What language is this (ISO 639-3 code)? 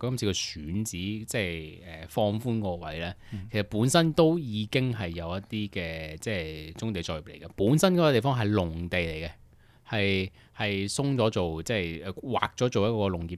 yue